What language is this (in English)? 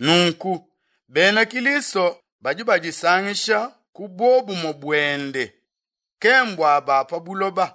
Luba-Lulua